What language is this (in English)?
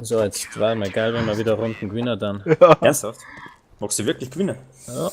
Bavarian